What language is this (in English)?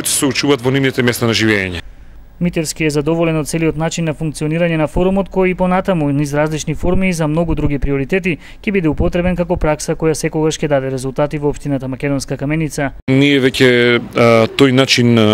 Macedonian